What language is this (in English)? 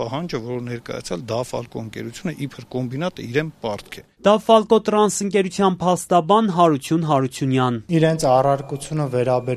Armenian